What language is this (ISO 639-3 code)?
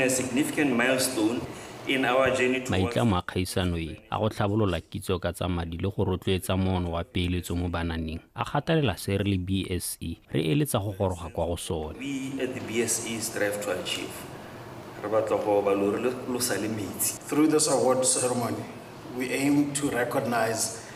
tsn